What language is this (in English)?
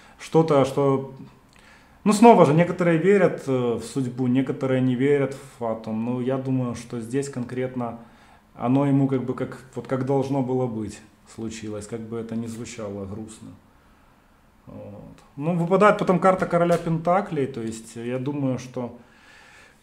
Russian